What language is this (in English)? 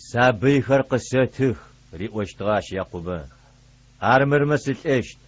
Adyghe